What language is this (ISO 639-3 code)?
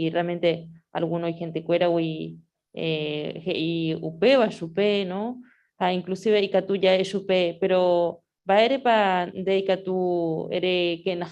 grn